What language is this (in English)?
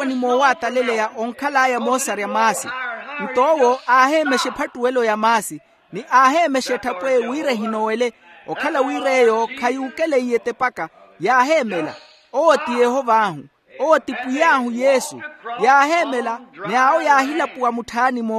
Makhuwa